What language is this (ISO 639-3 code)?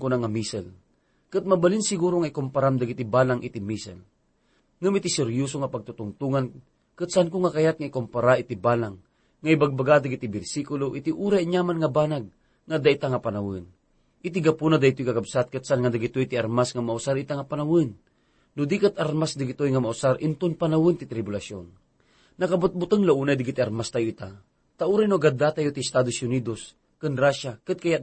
ilo